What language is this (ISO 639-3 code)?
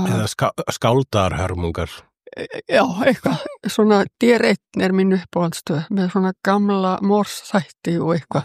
isl